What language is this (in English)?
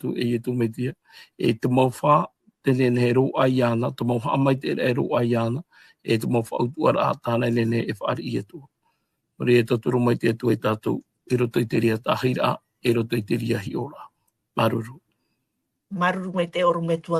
Tahitian